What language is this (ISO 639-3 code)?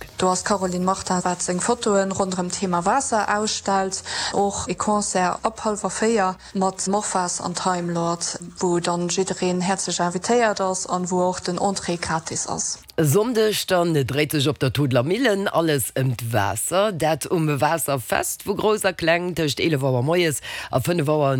ltz